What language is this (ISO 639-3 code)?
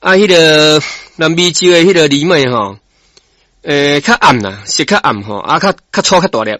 nan